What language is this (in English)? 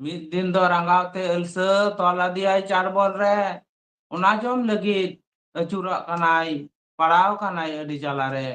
Santali